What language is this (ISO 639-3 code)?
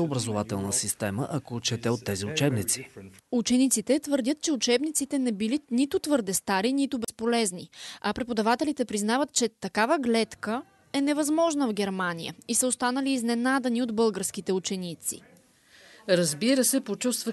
bul